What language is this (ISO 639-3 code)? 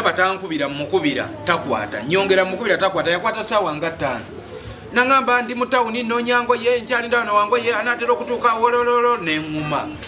lug